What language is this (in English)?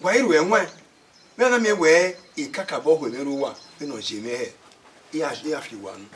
Bini